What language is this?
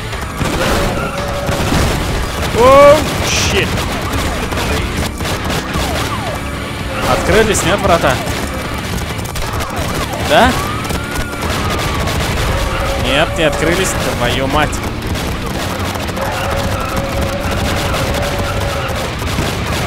Russian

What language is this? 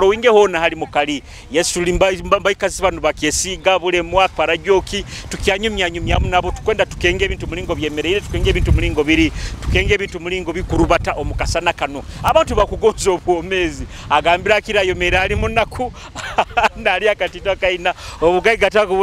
Nyoro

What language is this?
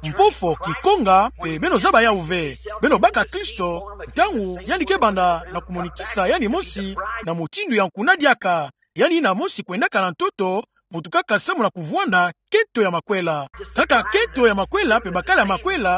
Kituba (Democratic Republic of Congo)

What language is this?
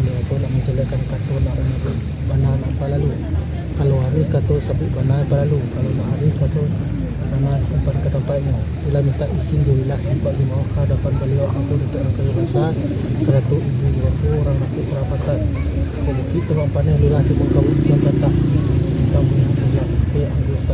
Minangkabau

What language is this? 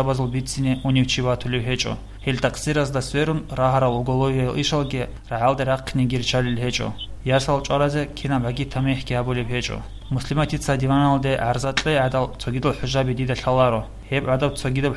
Avaric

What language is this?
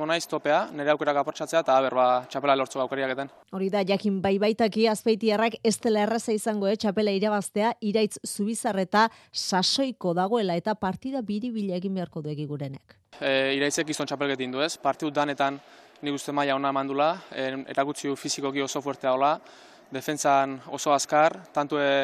Basque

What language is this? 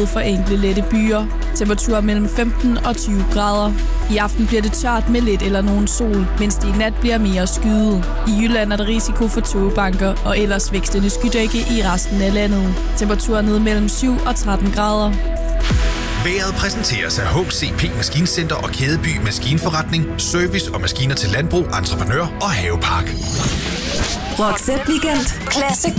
Danish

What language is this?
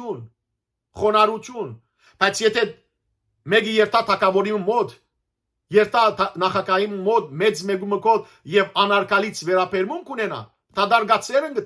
Western Armenian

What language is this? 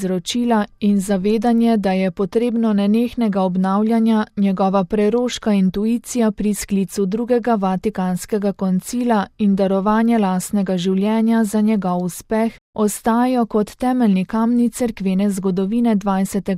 Slovenian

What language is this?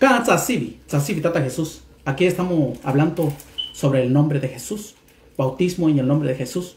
Mixtepec Mixtec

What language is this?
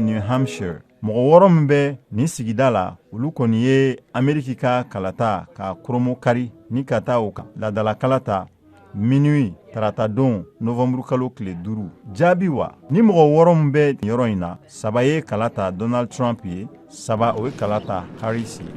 Bambara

